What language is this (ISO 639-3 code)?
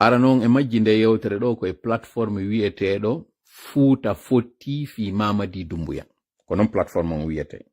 fuf